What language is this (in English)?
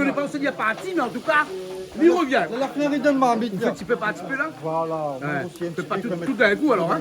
Réunion Creole French